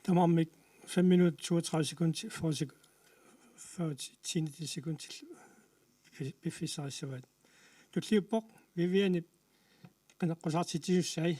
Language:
Kalaallisut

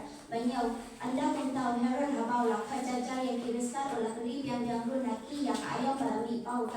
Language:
Khasi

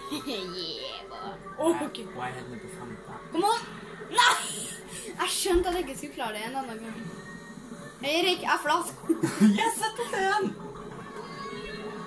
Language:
Norwegian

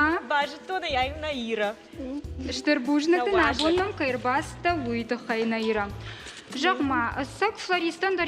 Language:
Ossetic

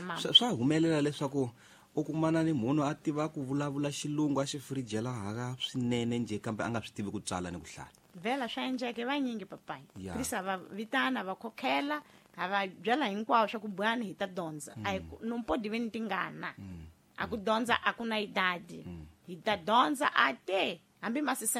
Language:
Tsonga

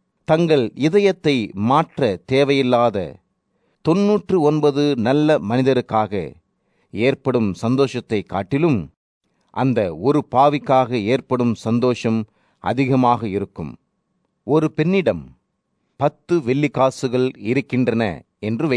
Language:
Tamil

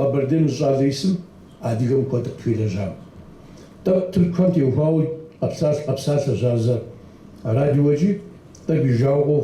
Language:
Kabardian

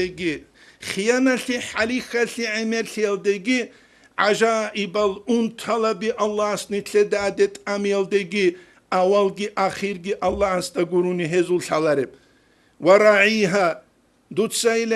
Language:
Avaric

